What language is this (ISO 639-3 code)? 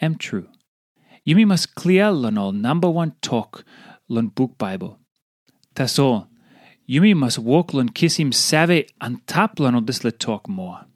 tpi